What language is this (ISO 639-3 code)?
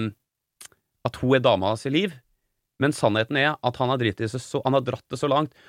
nor